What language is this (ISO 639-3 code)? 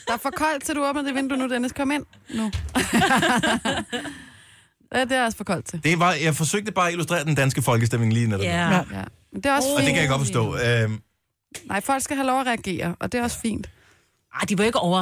dan